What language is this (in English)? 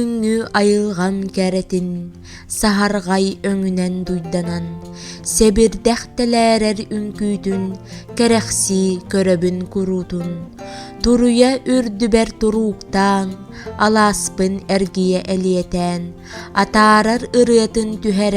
Yakut